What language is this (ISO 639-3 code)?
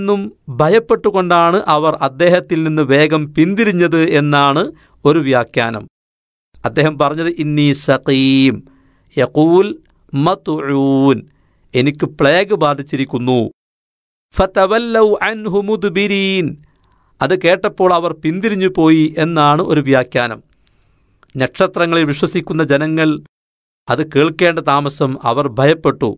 mal